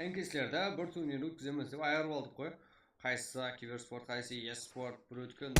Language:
Kara-Kalpak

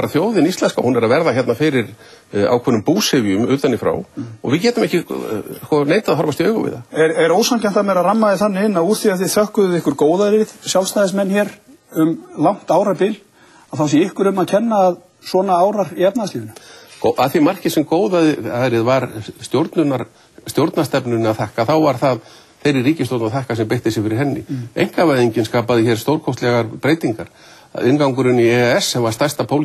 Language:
Icelandic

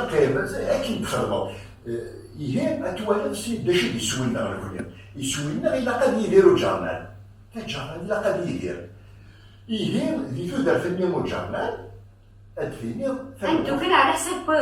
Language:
Kabyle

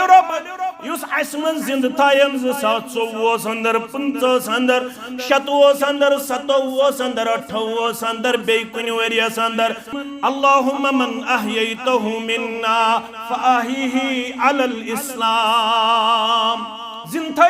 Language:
Kashmiri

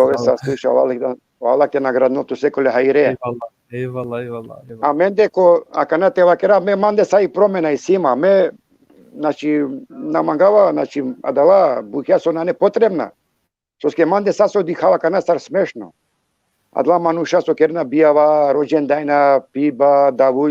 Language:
Balkan Romani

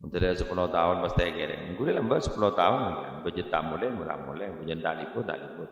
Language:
Madurese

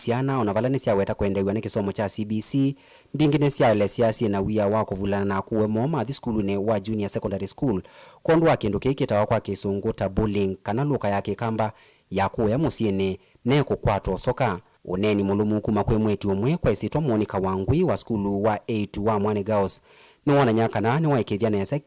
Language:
Kamba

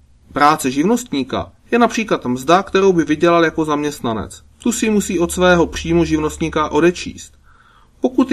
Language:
Czech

